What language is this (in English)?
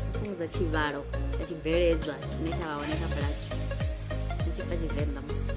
Venda